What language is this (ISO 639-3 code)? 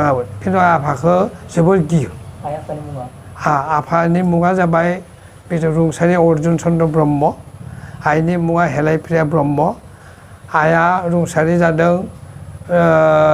brx